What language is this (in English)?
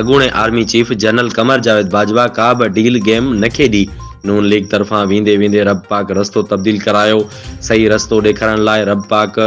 Sindhi